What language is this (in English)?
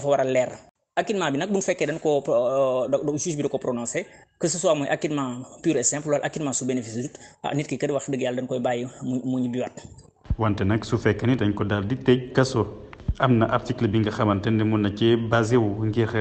Wolof